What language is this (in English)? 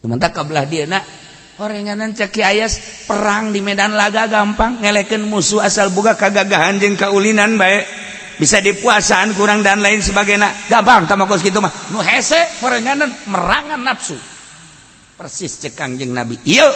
Sundanese